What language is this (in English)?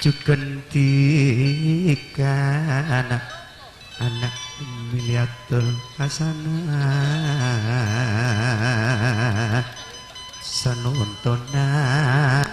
Madurese